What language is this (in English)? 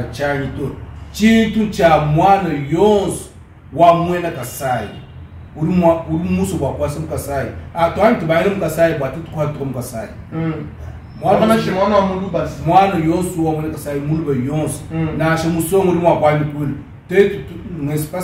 Luba-Lulua